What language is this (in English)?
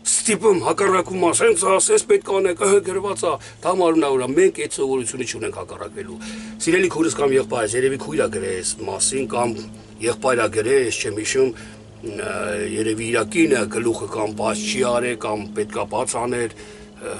Armenian